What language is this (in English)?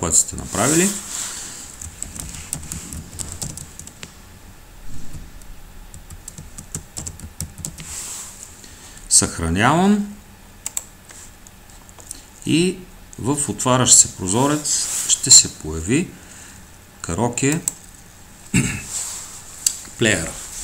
Bulgarian